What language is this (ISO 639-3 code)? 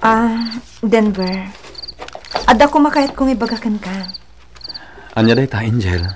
ilo